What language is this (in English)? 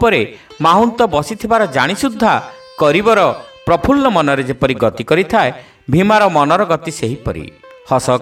Odia